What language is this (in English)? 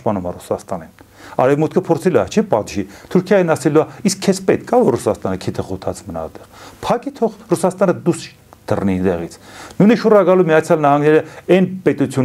Armenian